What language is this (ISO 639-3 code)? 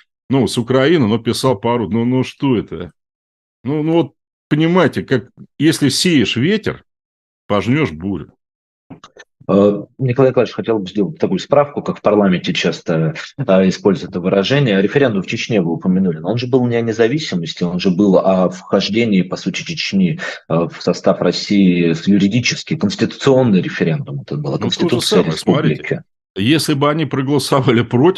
rus